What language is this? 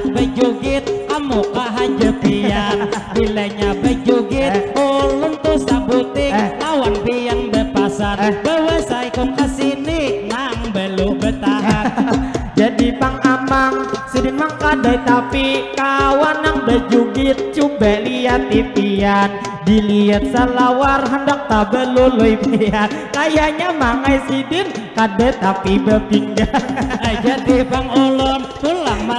Banjar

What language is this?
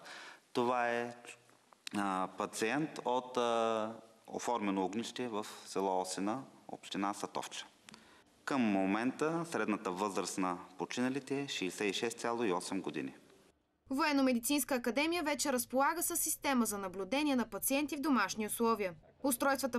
Bulgarian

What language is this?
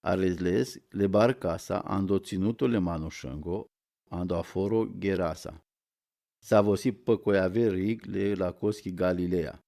Romany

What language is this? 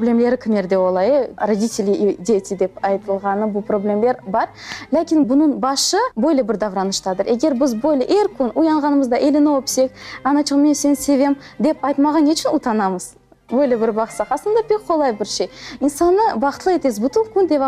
Crimean Tatar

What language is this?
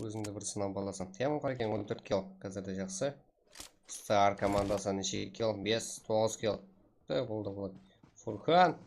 Kara-Kalpak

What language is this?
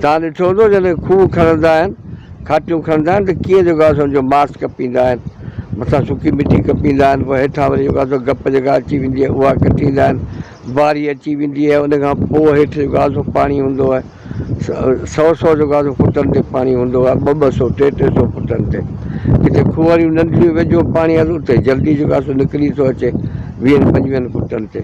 Sindhi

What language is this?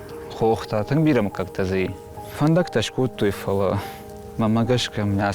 Ossetic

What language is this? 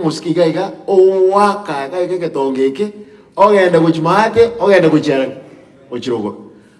Gusii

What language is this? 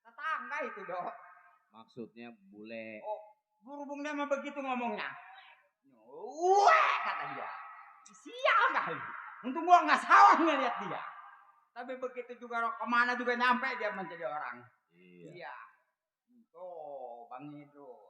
Betawi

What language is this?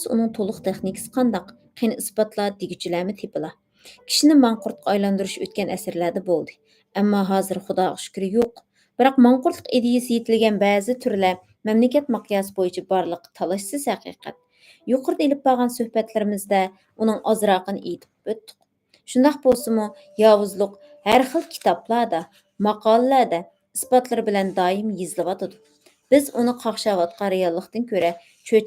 Uyghur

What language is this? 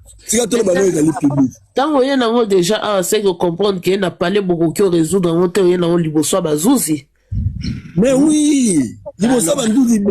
Lingala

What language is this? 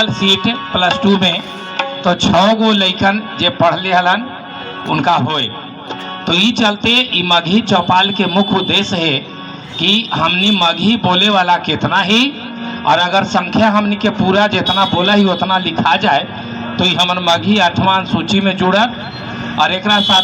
Magahi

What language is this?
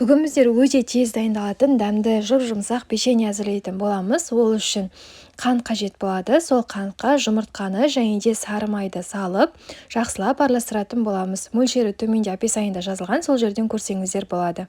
Kazakh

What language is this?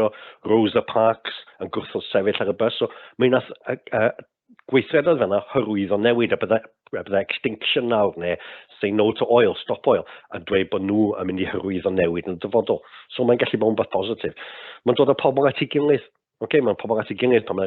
Welsh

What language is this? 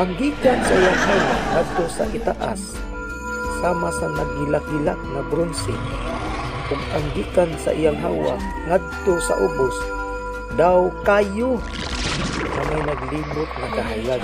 Cebuano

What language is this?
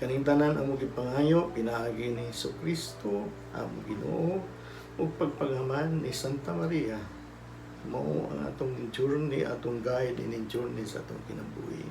Cebuano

